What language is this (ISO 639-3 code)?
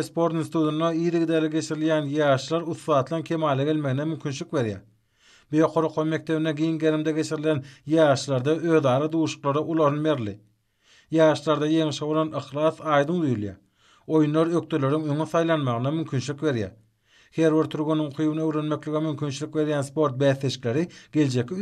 tuk